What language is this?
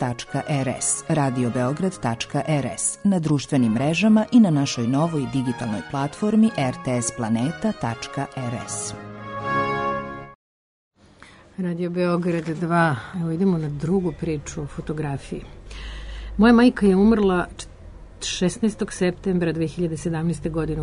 Serbian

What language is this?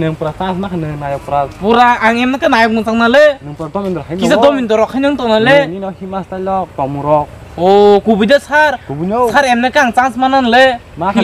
Kok Borok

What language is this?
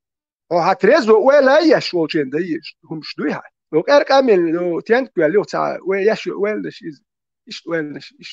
Chechen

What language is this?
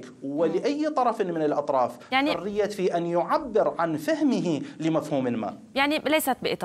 Arabic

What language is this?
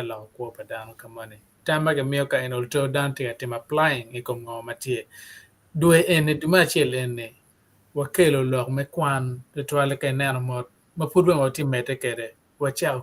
Acoli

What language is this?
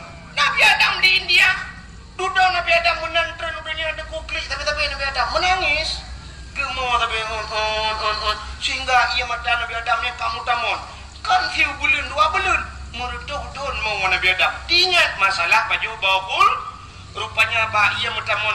Achinese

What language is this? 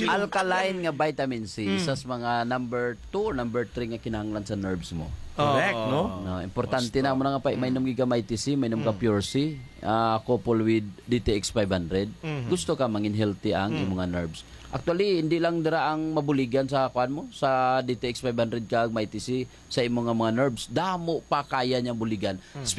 Hiligaynon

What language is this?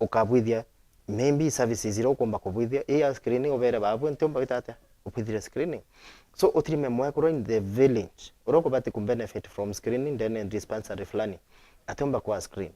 Meru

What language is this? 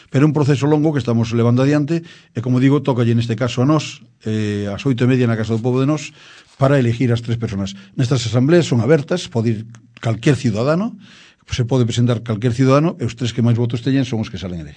Galician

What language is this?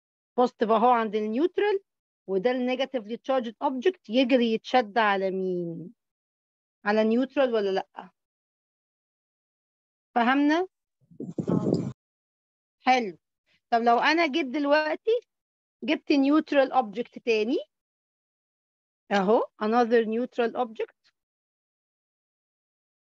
Egyptian Arabic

